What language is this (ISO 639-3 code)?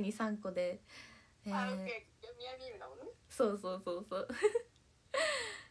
jpn